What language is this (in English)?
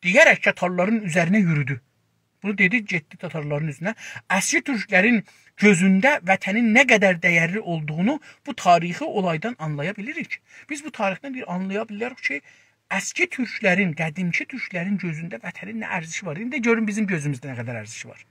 South Azerbaijani